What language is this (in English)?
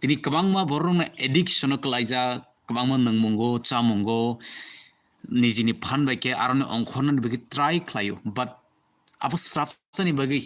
Kok Borok